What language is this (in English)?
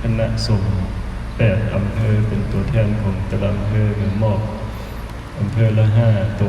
Lao